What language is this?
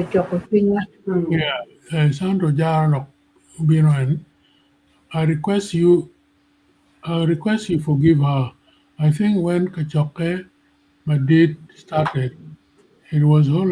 Acoli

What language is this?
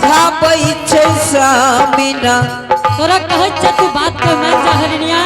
Angika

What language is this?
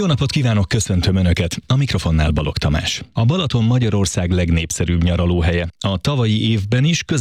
Hungarian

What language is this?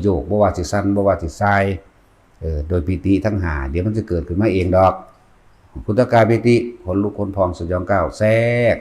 Lao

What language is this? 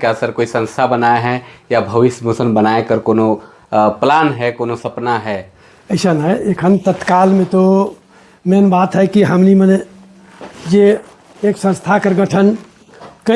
Sadri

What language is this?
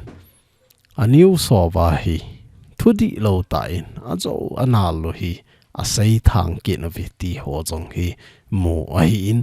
Thado Chin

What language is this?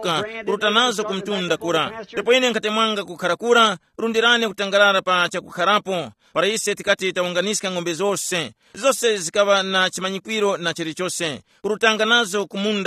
Tumbuka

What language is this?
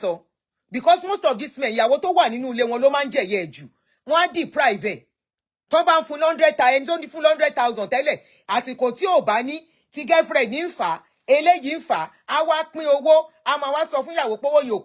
Yoruba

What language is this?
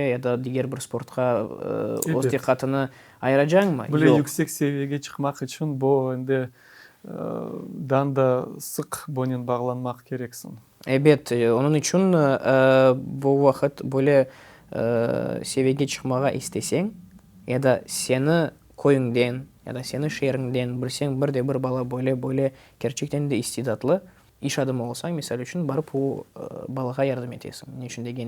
Crimean Tatar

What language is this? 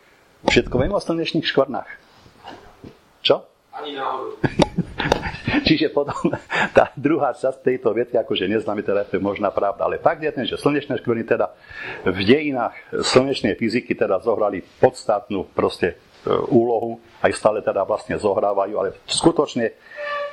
Slovak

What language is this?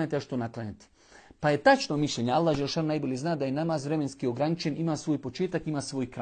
Bosnian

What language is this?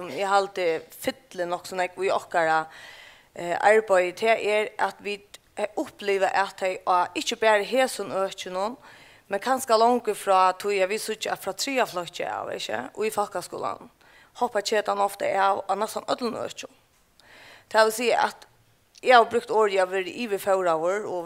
Faroese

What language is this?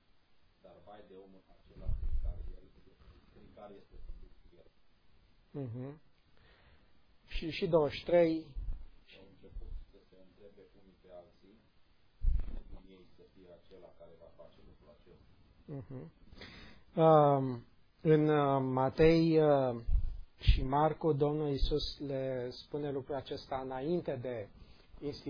Romanian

